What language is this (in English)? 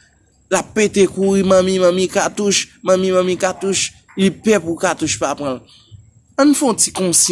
Haitian Creole